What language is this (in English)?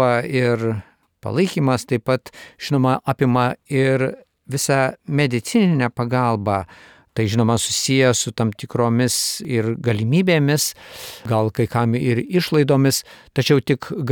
Lithuanian